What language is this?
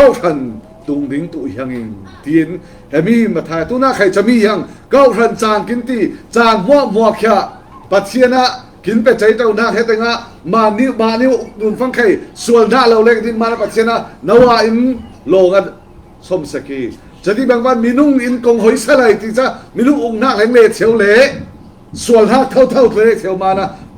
Falam Chin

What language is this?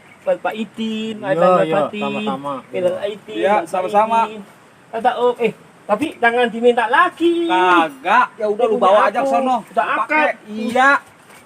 Betawi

